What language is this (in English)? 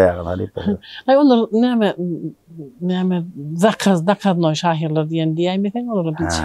Turkmen